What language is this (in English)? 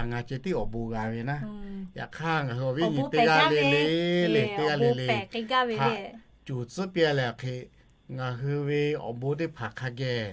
Lahu